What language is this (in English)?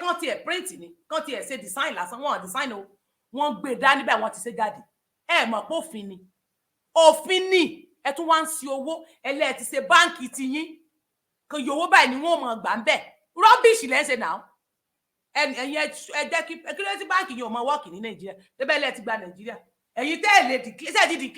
Yoruba